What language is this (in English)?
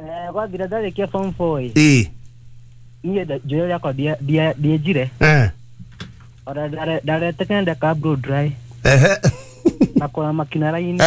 Kikuyu